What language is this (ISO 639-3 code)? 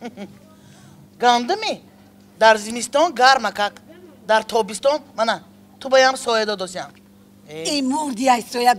tgk